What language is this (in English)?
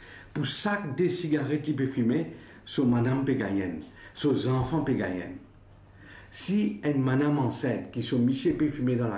Morisyen